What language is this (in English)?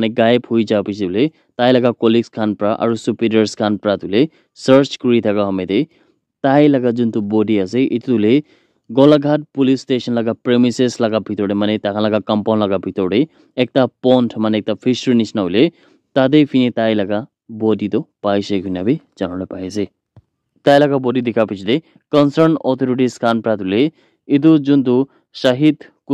Naga Pidgin